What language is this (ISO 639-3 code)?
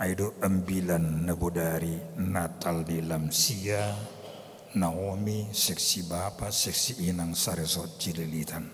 bts